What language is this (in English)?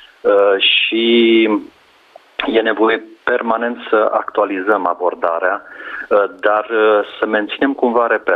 Romanian